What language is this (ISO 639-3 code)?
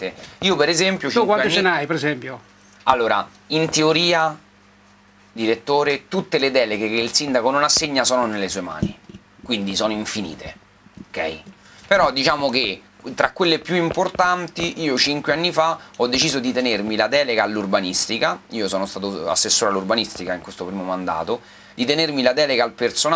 ita